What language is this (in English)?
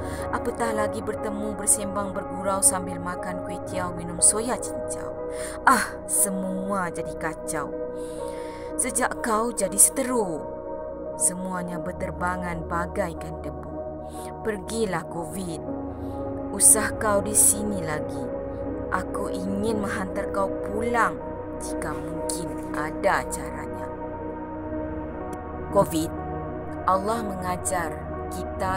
Malay